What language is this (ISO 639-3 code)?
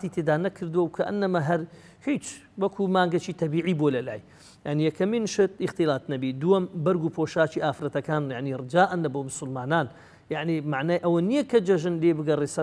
ckb